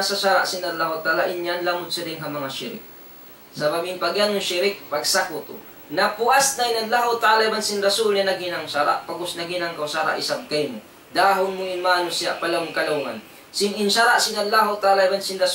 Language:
Tausug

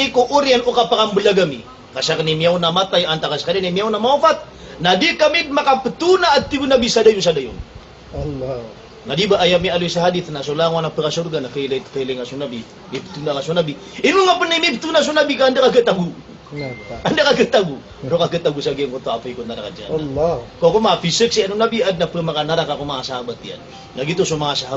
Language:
Maranao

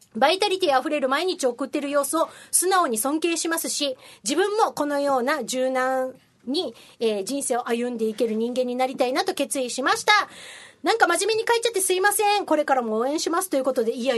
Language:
Japanese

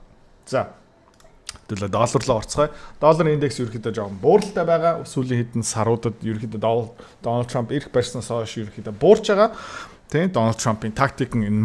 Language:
Mongolian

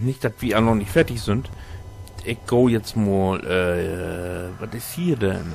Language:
Low German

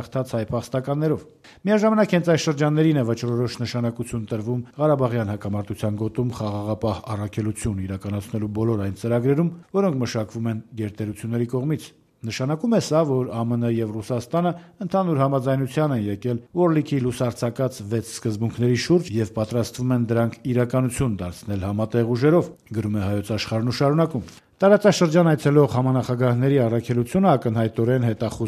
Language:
Armenian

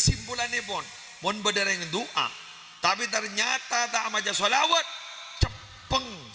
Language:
Madurese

